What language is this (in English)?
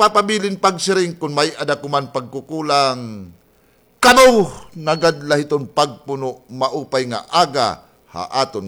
Waray